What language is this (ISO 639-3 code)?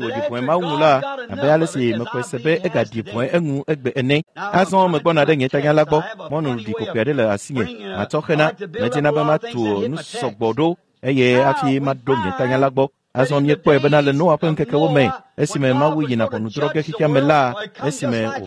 ewe